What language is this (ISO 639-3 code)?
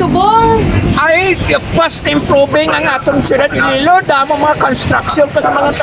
hil